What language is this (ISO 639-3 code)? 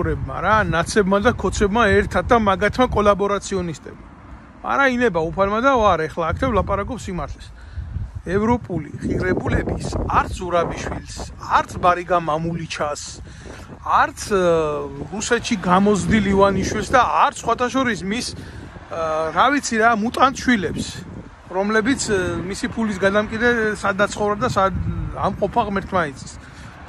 kat